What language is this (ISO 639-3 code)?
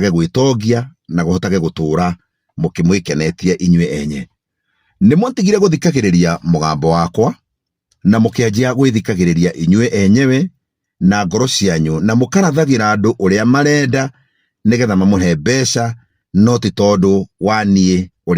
kik